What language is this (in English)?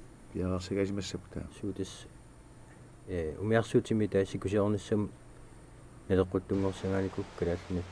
Kalaallisut